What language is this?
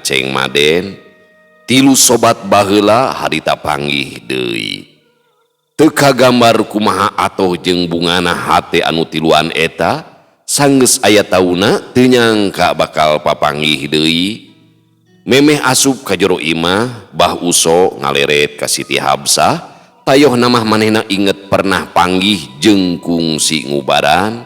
Sundanese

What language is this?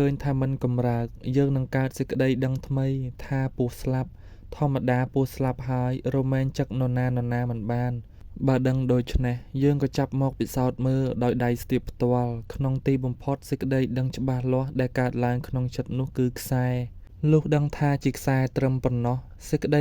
Khmer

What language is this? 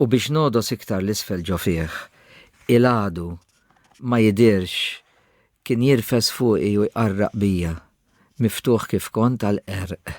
Maltese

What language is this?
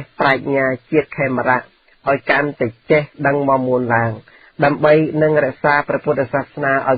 Khmer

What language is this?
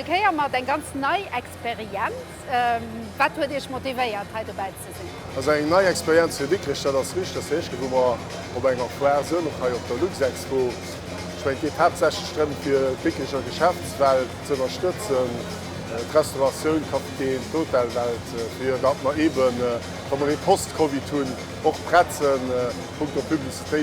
Luxembourgish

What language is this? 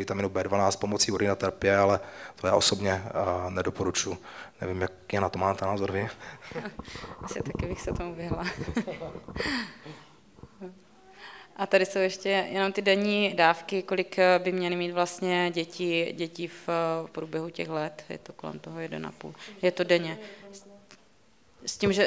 Czech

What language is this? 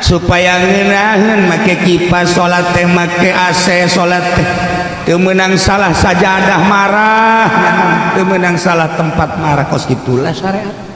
Sundanese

